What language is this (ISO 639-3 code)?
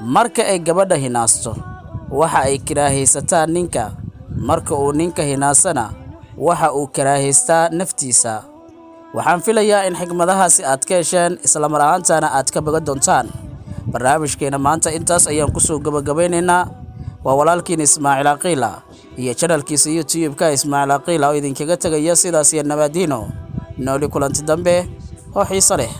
som